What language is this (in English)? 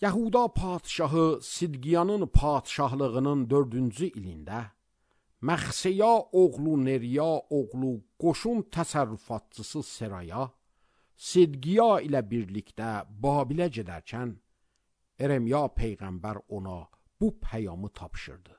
Azerbaijani